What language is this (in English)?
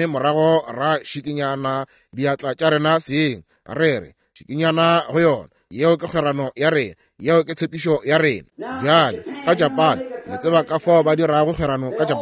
Northern Sotho